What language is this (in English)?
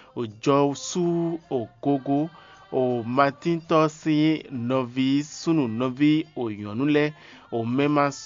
Fon